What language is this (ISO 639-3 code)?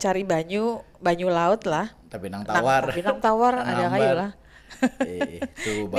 bjn